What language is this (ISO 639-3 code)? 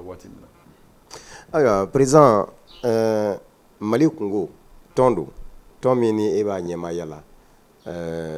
bam